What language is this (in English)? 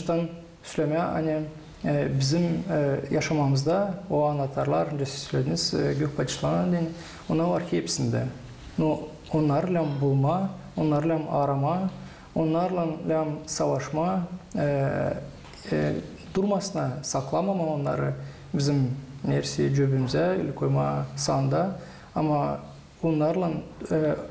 Gagauz